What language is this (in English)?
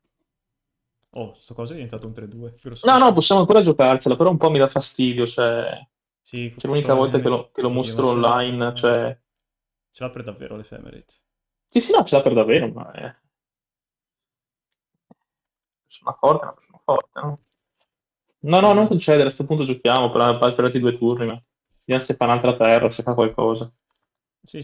Italian